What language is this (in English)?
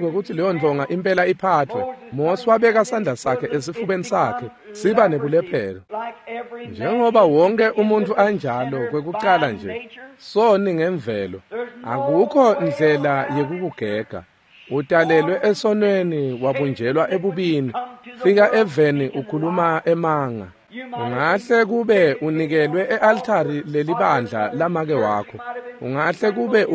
Swati